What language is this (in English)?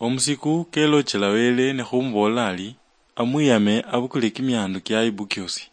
Luyia